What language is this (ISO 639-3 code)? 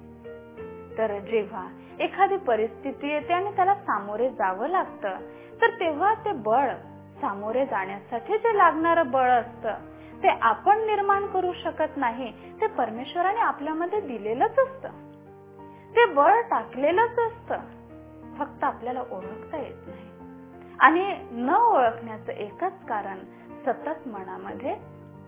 mar